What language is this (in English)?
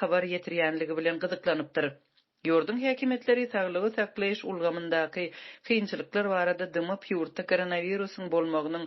Turkmen